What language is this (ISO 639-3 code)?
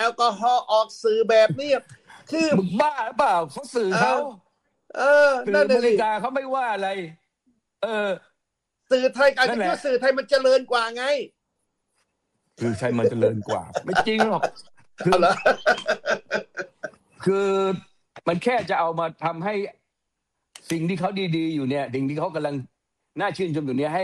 tha